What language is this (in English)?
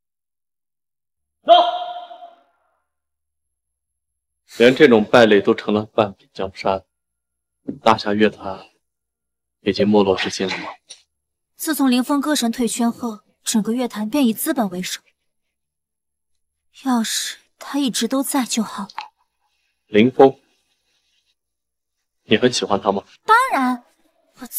Chinese